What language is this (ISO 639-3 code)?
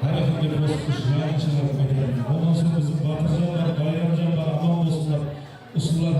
kaa